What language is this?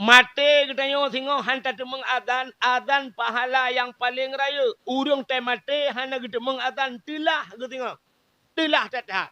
Achinese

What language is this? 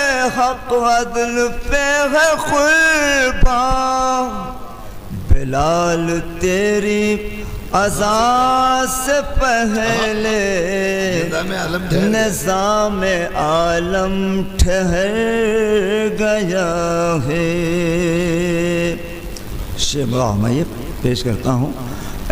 Urdu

